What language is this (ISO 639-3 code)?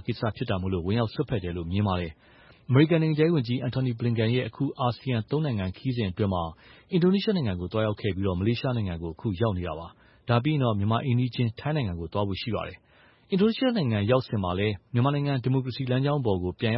mya